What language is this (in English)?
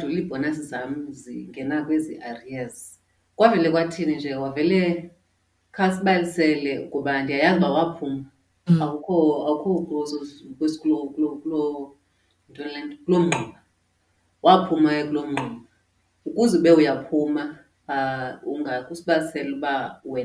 Xhosa